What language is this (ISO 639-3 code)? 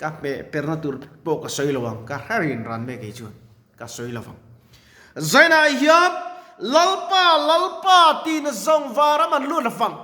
lus